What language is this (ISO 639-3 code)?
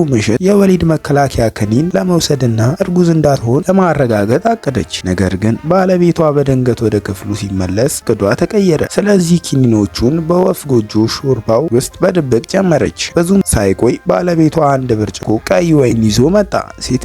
amh